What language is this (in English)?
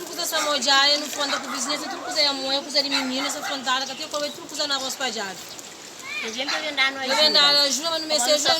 Kabuverdianu